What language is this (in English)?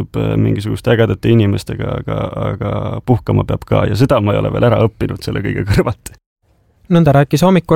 Estonian